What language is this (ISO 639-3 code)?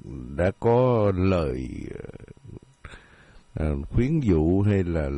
vie